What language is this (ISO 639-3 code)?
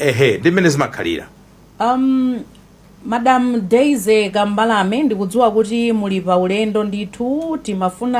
nya